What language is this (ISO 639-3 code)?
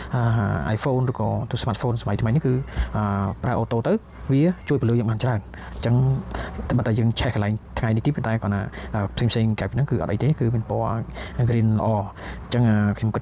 khm